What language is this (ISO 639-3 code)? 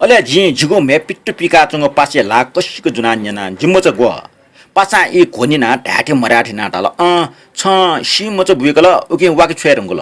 new